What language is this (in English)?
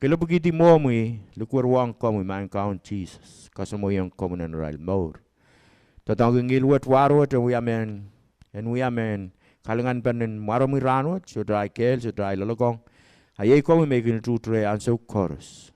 Pohnpeian